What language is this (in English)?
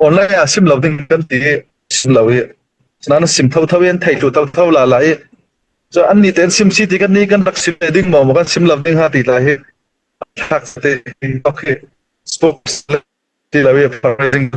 Falam Chin